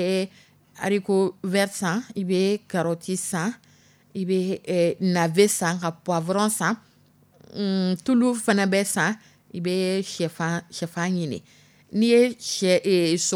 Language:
Dyula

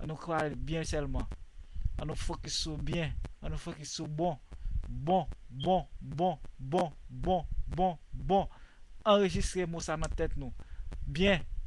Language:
Haitian Creole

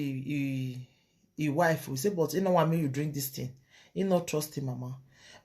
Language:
Nigerian Pidgin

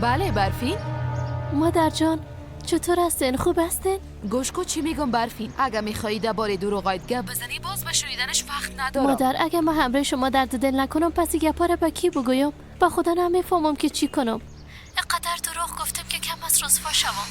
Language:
Persian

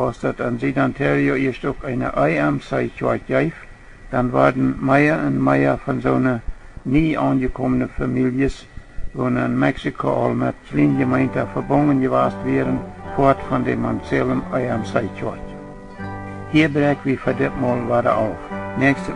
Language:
Plautdietsch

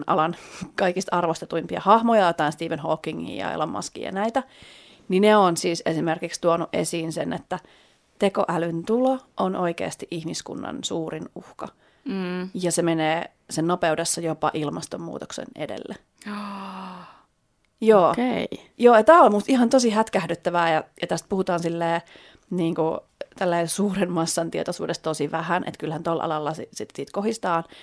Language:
Finnish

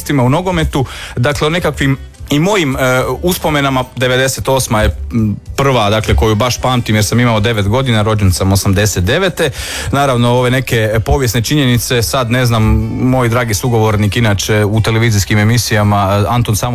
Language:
Croatian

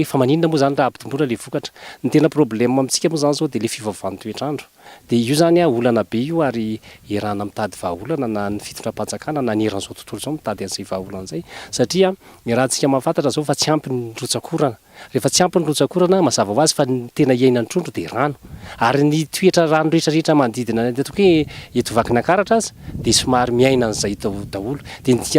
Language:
Malagasy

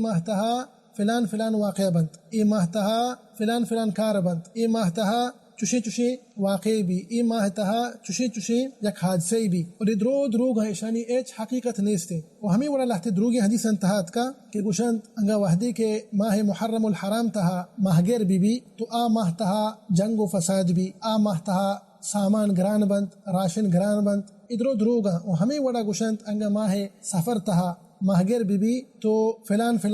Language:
Baluchi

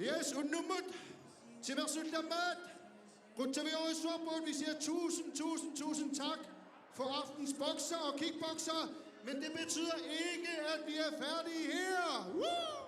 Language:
Kalaallisut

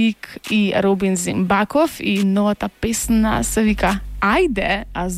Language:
Macedonian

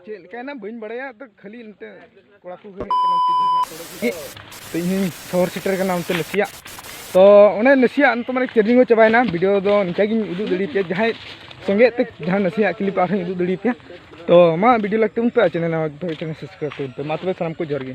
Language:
Santali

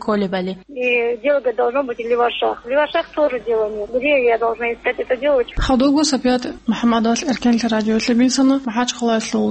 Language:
Avaric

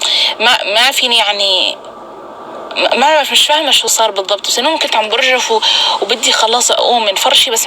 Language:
North Levantine Arabic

